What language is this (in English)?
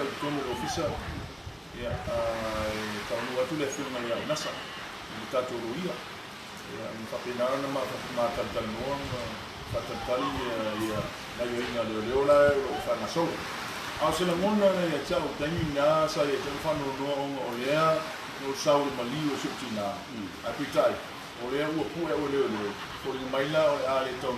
Samoan